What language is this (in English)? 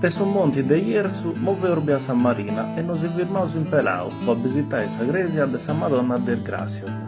Sardinian